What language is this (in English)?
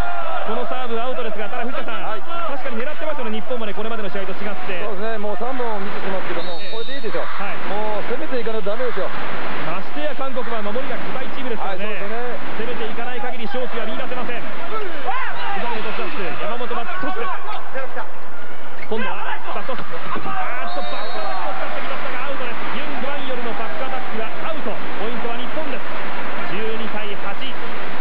Japanese